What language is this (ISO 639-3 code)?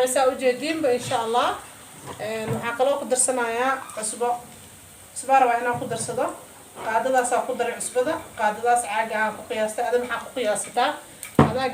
som